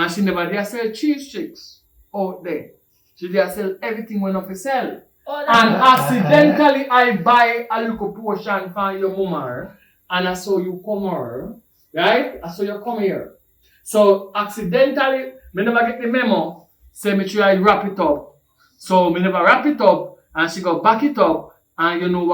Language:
Jamaican Creole English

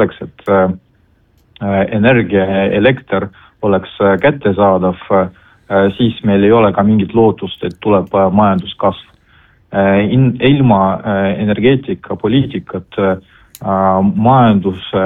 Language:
Estonian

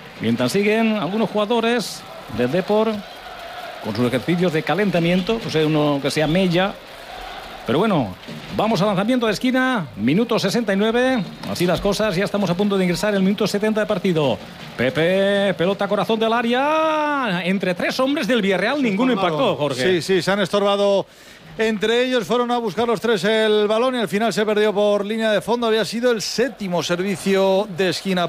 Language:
Spanish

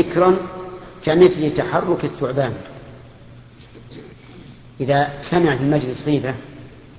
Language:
Arabic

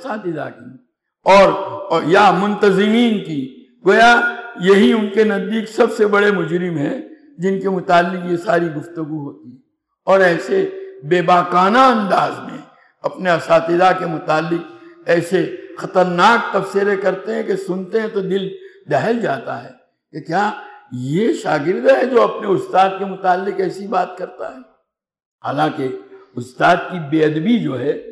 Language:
Urdu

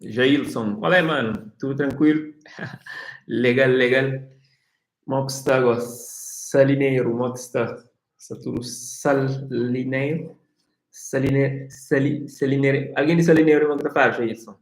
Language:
Kabuverdianu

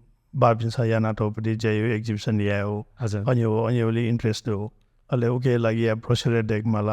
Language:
Newari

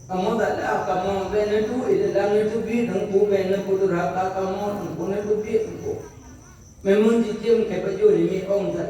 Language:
Achinese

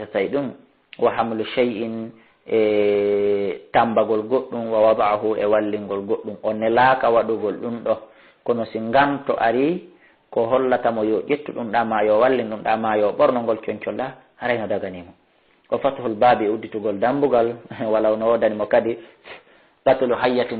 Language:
Fula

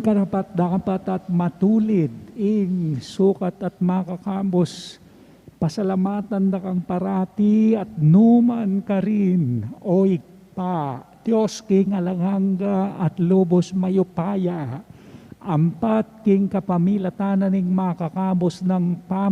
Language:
Pampanga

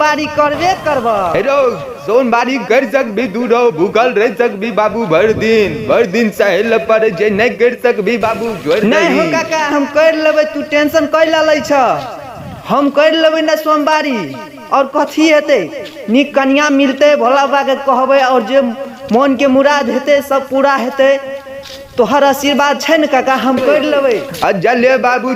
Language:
Maithili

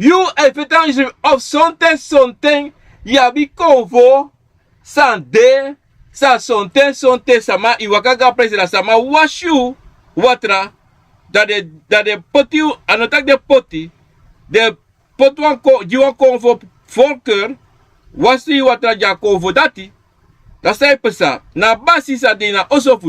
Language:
Sranan Tongo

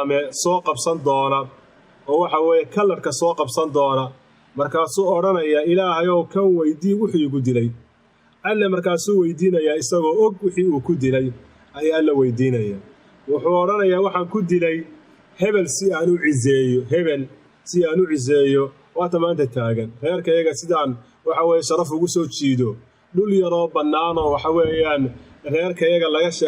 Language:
Somali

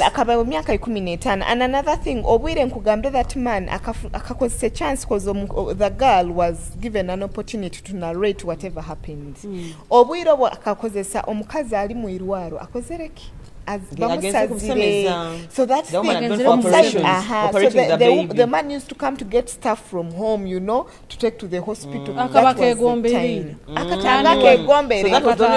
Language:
Nyoro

